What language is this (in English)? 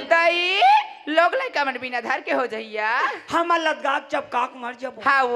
Chhattisgarhi